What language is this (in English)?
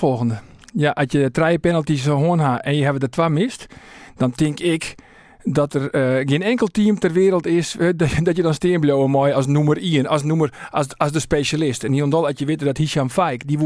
Western Frisian